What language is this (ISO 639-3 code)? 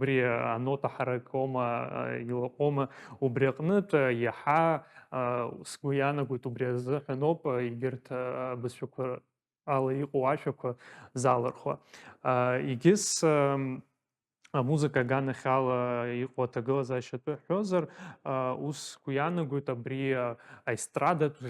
abk